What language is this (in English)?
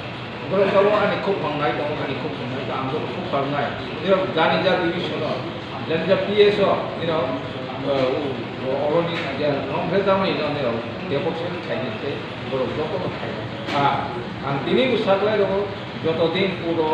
Kok Borok